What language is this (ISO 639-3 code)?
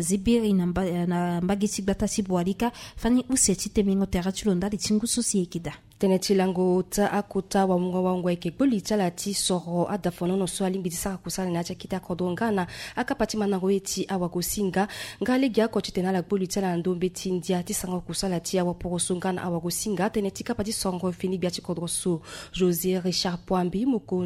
sag